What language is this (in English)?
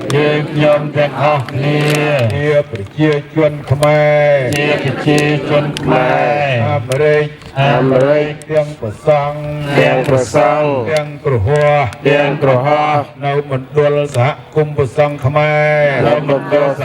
Khmer